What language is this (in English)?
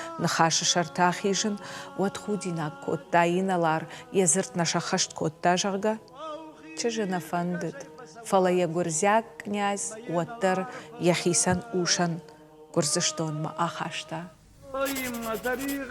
Ossetic